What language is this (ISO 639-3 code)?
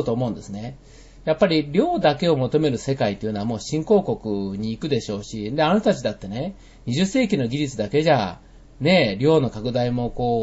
jpn